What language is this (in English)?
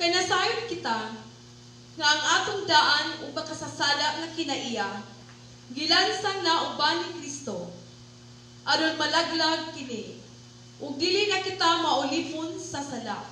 Cebuano